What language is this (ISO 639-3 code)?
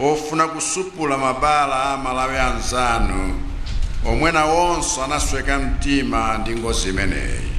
nya